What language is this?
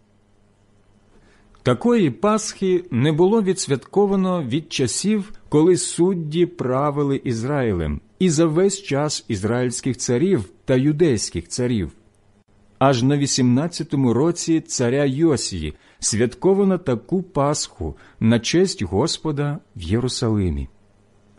Ukrainian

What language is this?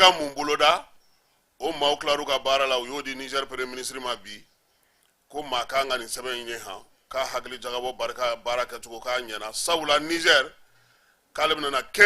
Bambara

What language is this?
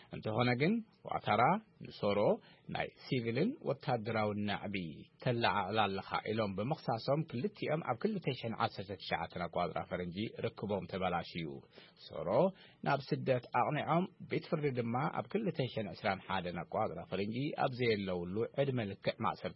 Tigrinya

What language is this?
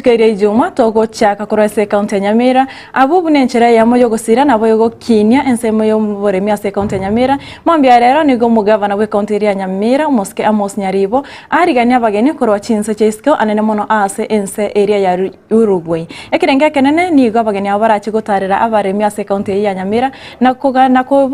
Gusii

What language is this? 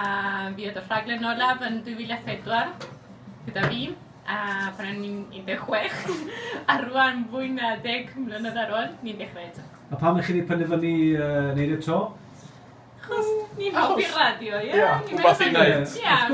Welsh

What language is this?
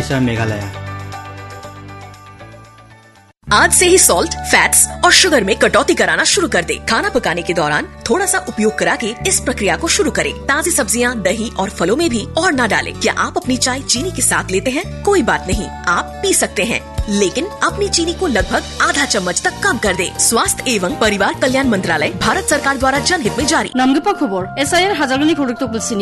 Hindi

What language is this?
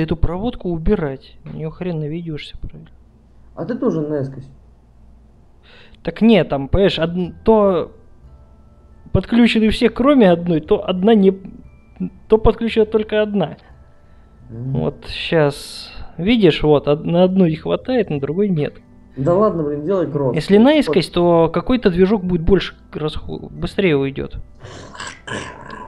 Russian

